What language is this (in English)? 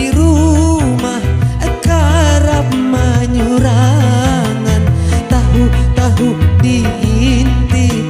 Banjar